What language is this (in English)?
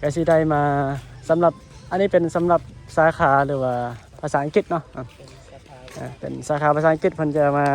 Northeastern Thai